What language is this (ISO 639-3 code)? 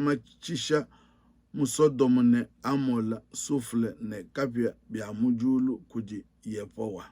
lua